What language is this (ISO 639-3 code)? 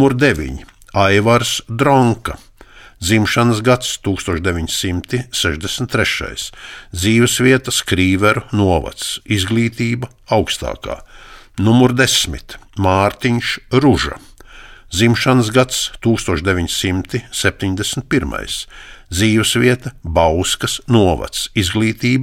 lav